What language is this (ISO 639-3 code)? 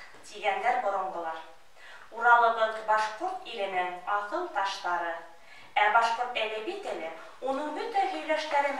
bak